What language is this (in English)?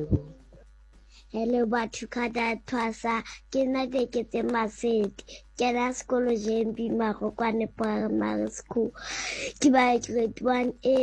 Southern Sotho